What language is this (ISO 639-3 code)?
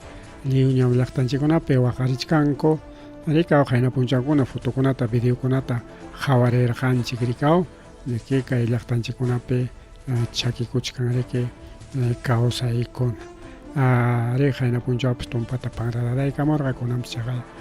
quy